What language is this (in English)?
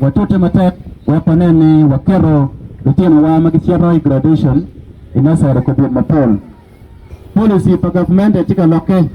Acoli